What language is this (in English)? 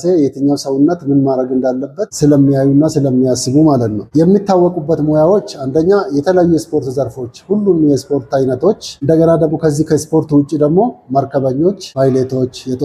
Amharic